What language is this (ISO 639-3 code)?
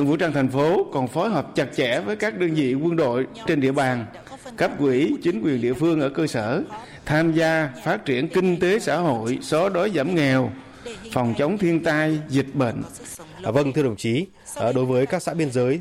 vie